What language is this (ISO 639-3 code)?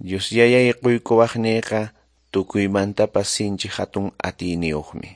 que